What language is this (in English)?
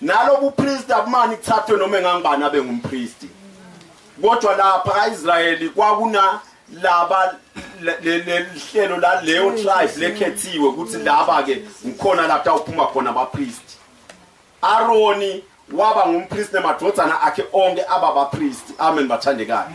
Zulu